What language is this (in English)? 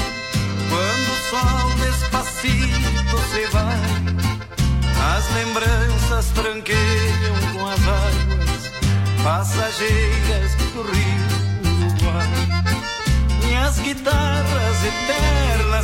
Portuguese